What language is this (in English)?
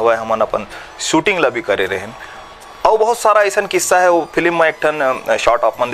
Chhattisgarhi